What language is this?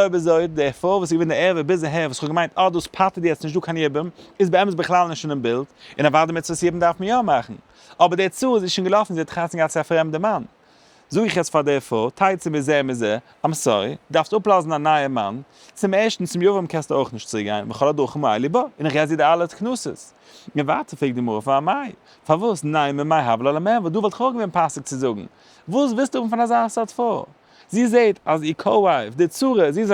Yiddish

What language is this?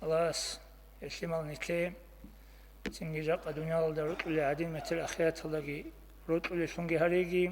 Avaric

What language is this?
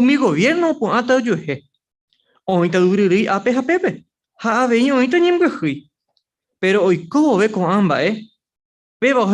Guarani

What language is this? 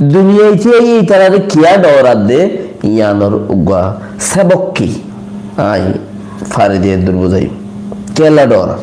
Rohingya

